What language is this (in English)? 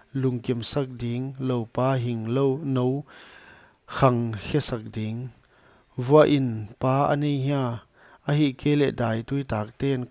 Paite Chin